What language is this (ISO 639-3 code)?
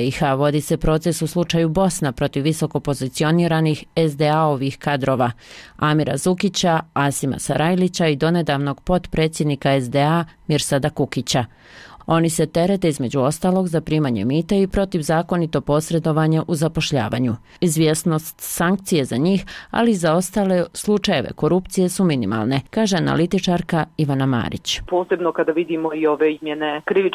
bos